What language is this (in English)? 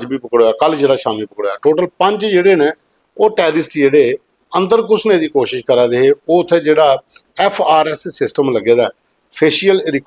Dogri